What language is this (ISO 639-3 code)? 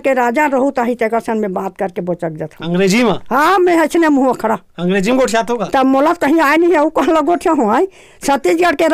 hne